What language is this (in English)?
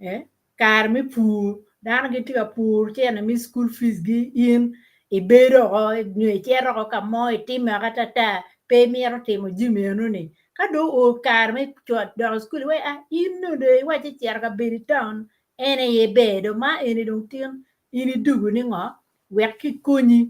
Acoli